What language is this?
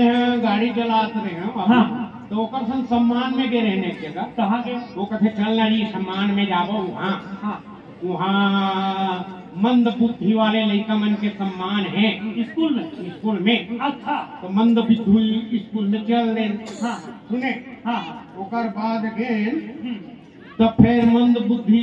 Chhattisgarhi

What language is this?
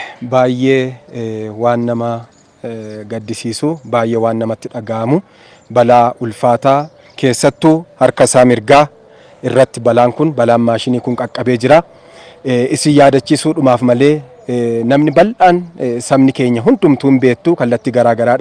Oromo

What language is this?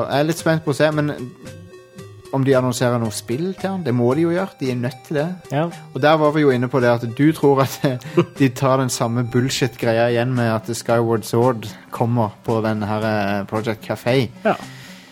Norwegian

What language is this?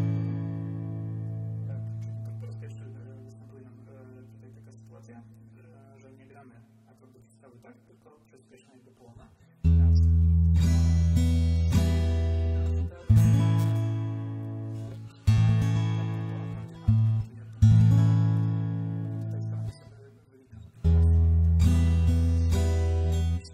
Polish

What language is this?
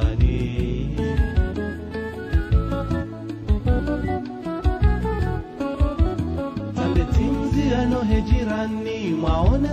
Swahili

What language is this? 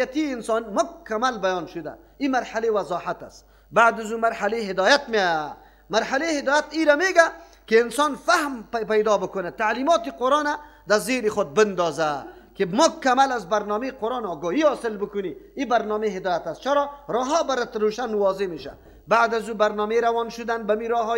Persian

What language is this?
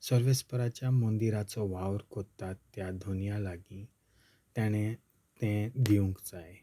Konkani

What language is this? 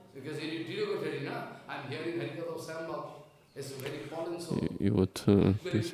Russian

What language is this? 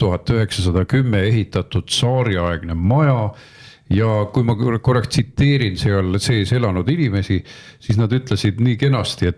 Estonian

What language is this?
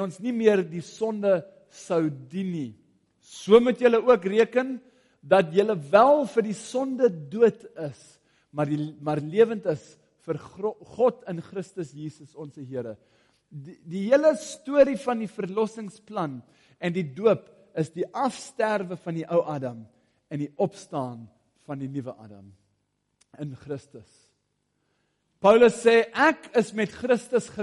Afrikaans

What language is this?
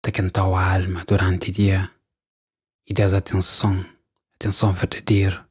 Kabuverdianu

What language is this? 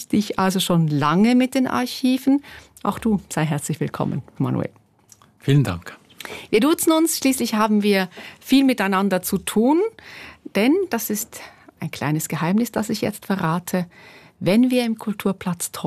German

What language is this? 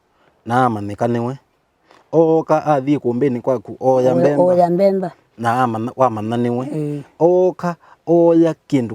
Kamba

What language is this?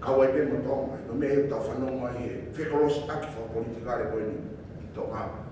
Tongan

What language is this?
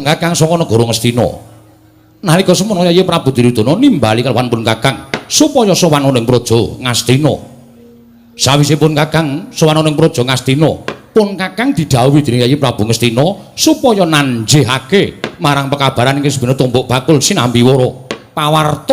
Javanese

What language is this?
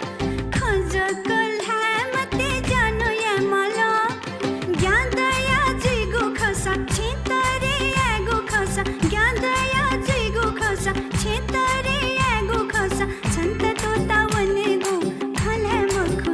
Newari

